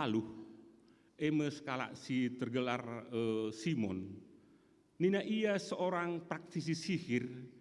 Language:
Batak Karo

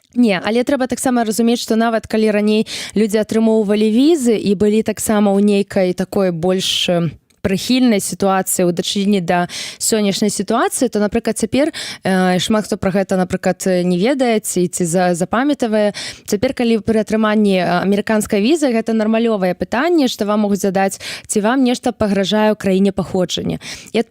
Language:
Belarusian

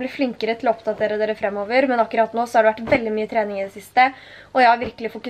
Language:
Norwegian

